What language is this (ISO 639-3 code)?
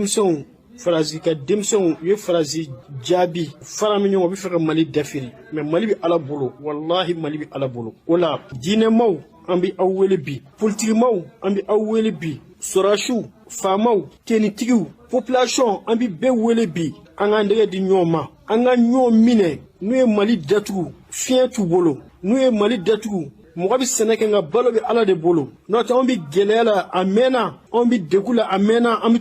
bam